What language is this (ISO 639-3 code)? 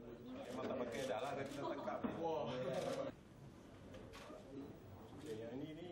msa